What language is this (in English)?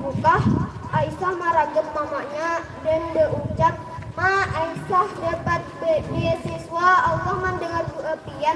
Banjar